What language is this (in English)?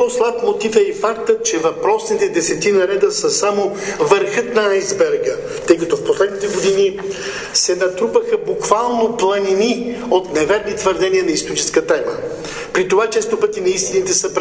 Bulgarian